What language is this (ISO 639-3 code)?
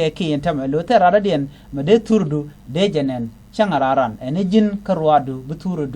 nus